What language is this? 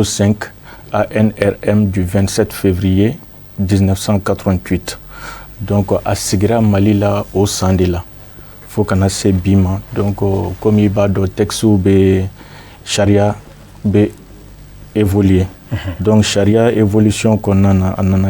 Bambara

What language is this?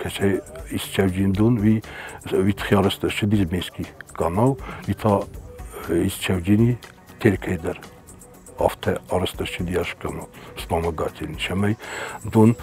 Ossetic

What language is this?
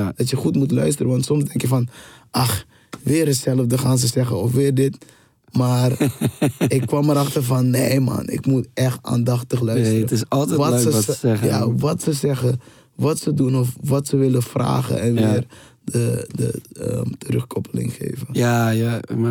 Dutch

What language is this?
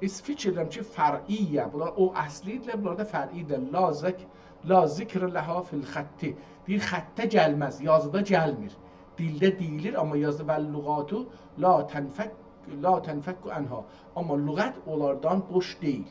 South Azerbaijani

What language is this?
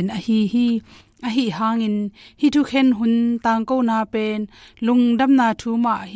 Tedim Chin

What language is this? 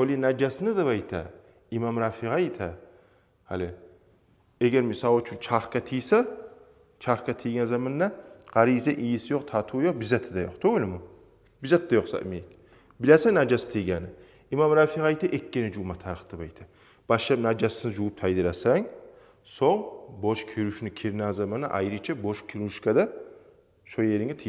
Kumyk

